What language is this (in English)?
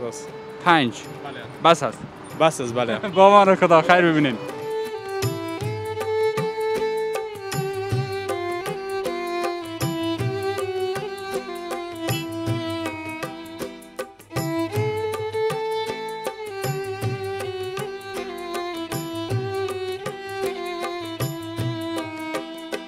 Persian